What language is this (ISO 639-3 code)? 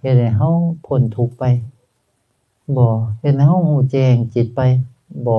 tts